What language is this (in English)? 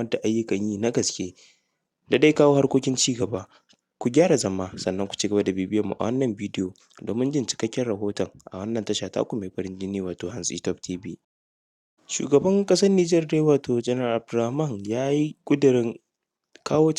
Hausa